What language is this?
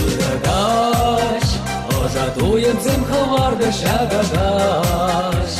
Chuvash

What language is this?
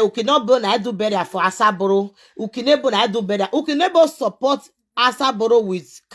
Nigerian Pidgin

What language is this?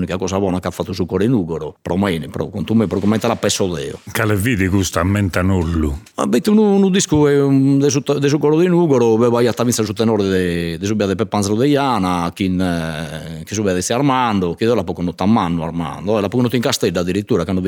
Sardinian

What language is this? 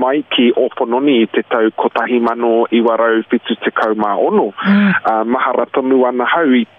Māori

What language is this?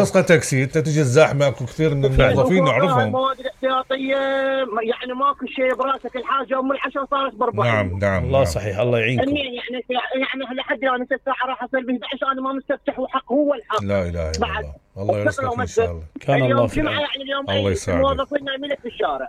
Mesopotamian Arabic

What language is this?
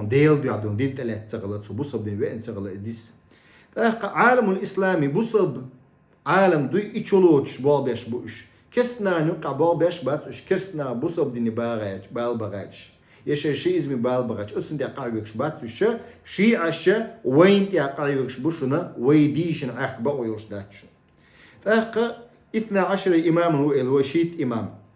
Chechen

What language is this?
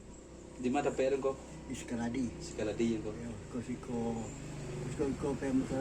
Minangkabau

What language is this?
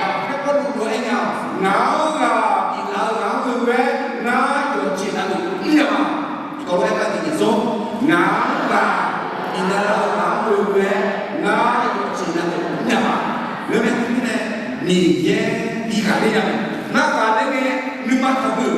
Akha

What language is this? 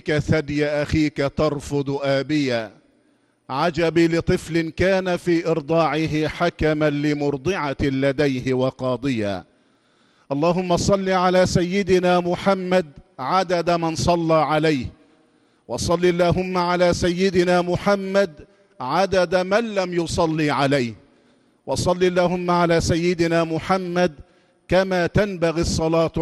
Arabic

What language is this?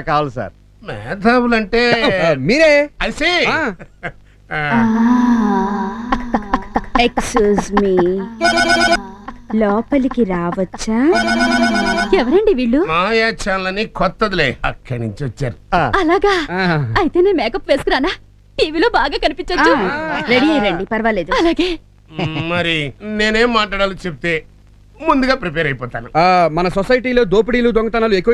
Telugu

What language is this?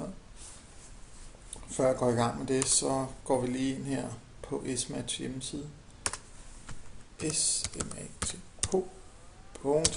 Danish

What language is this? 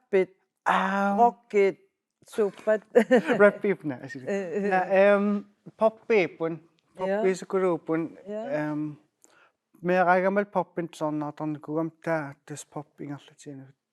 Kalaallisut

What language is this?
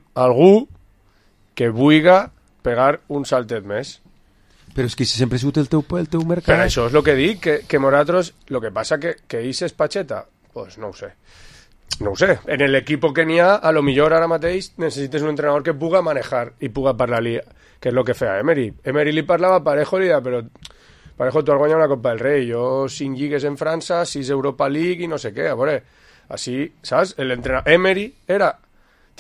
Catalan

